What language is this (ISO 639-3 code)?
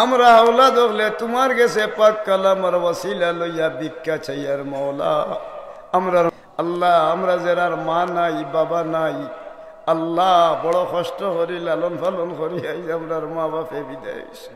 syl